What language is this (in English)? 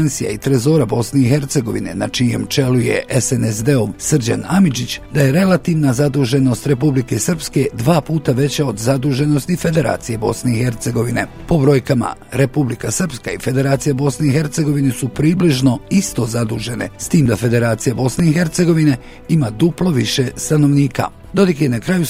Bosnian